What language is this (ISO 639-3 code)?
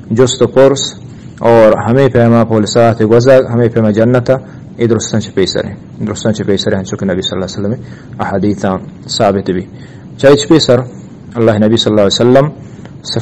bgp